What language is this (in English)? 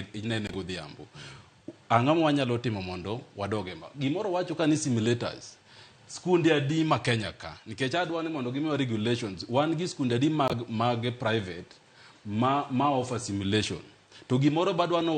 Luo (Kenya and Tanzania)